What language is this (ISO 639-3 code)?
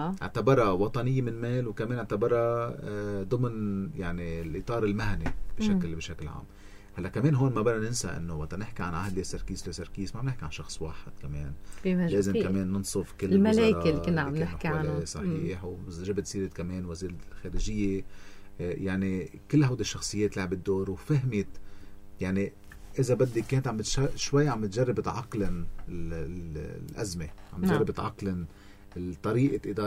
apc